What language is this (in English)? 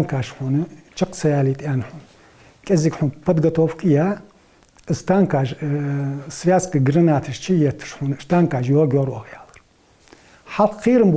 Ingush